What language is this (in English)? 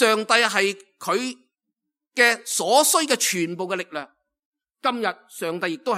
Cantonese